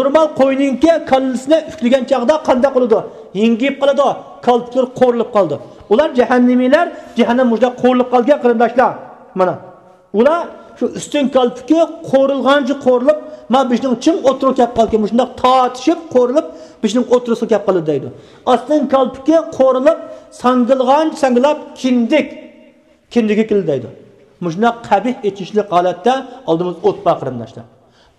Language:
Uyghur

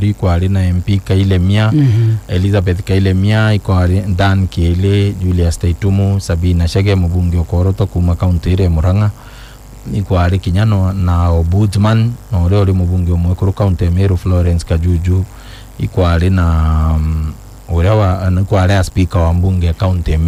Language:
Meru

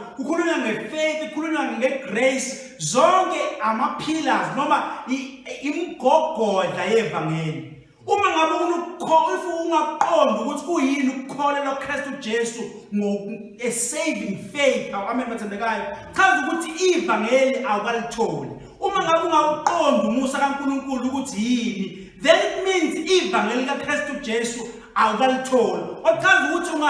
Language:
Zulu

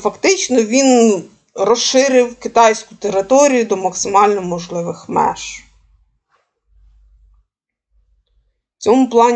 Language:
Ukrainian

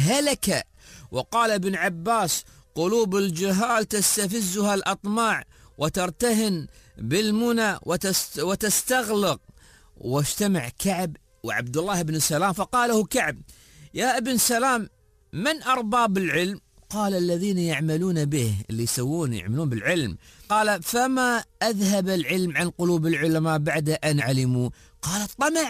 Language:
Gulf Arabic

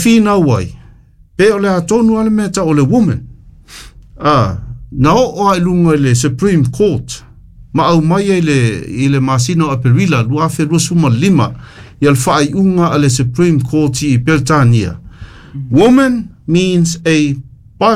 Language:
Samoan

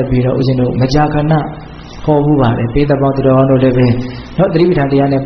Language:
Burmese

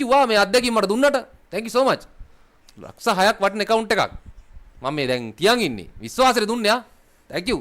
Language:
Sinhala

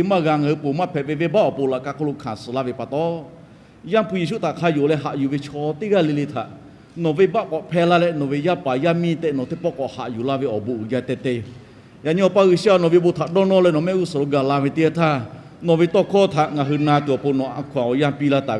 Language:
Lahu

